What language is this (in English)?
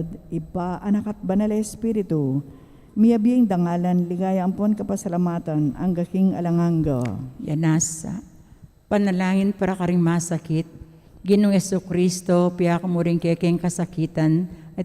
Pampanga